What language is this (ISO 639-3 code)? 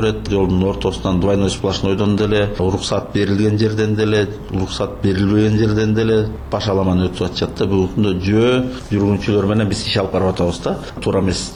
kir